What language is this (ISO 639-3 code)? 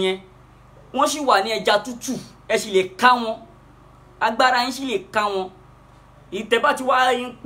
yor